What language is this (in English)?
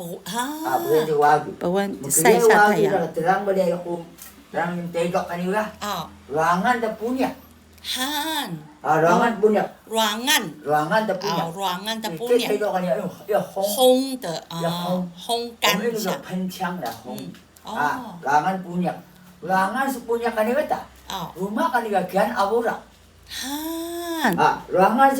Atayal